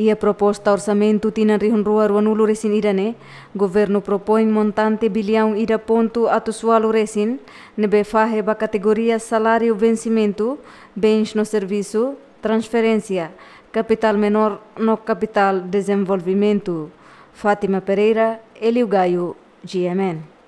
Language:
Tetum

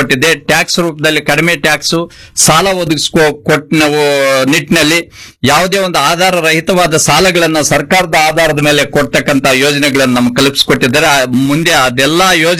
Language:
Kannada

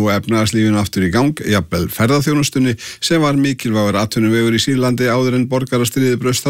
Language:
Icelandic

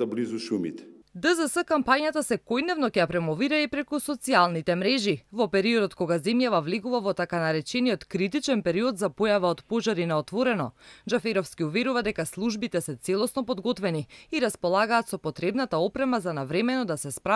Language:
Macedonian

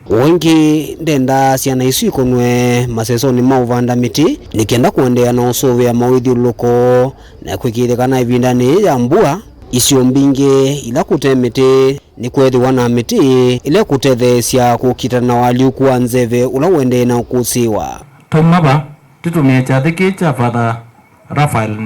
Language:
Kamba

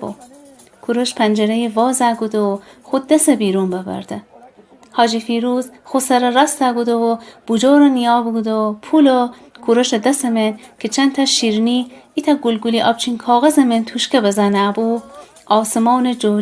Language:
Gilaki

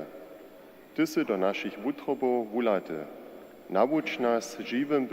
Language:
Upper Sorbian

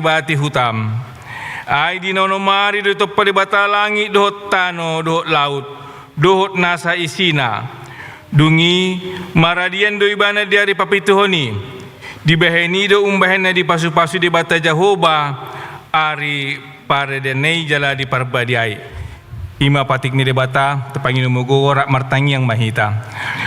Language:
Batak Toba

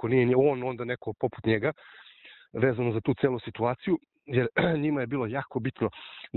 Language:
Serbian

